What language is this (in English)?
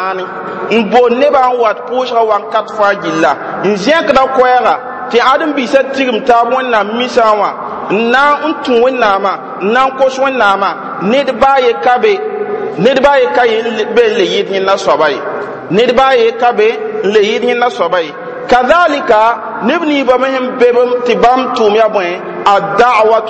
Mossi